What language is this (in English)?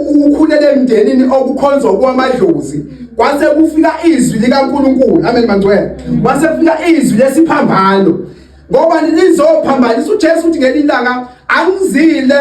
Zulu